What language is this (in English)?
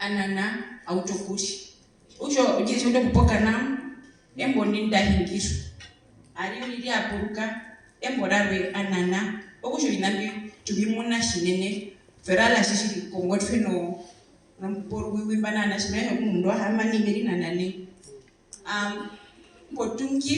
Herero